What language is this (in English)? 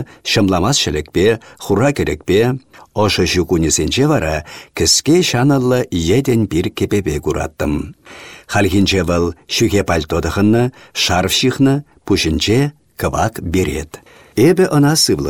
Chuvash